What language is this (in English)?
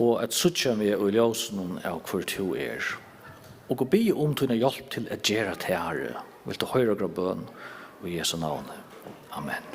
Faroese